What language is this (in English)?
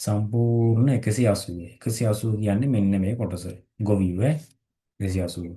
Sinhala